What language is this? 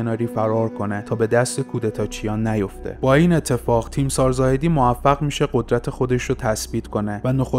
Persian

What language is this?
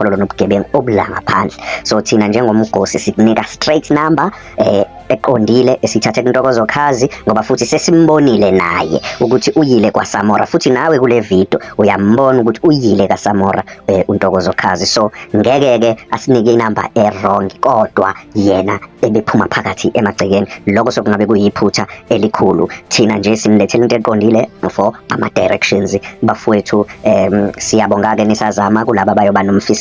Zulu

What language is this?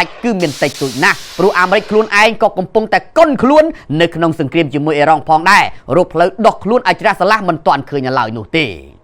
Khmer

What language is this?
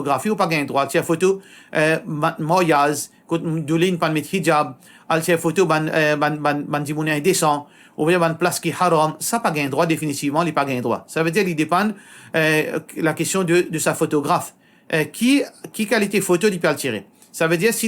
Morisyen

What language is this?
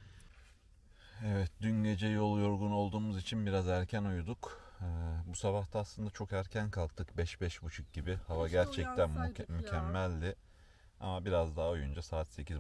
Turkish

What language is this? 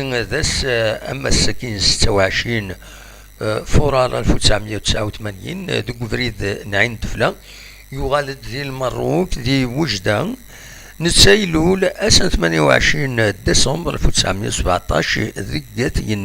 Kabyle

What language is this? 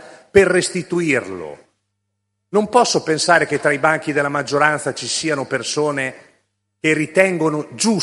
Italian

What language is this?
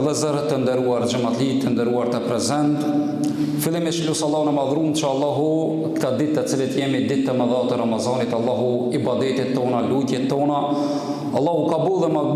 Albanian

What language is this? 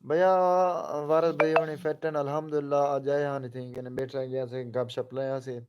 Saraiki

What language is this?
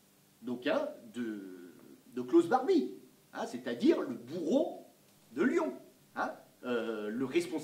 French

